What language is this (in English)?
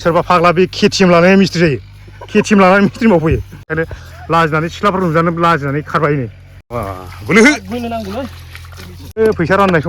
Bodo